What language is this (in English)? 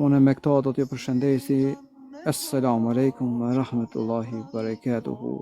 Albanian